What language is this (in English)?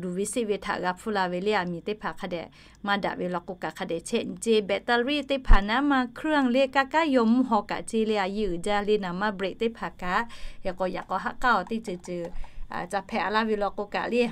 Lahu